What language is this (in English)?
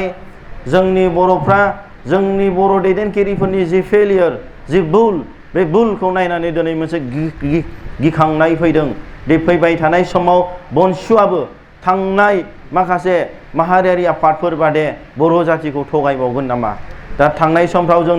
Bodo